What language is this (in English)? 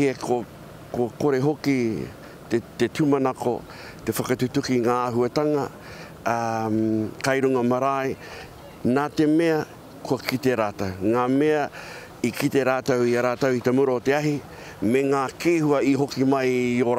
Māori